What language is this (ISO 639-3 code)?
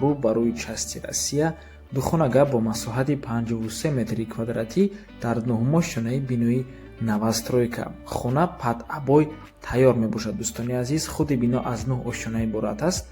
tgk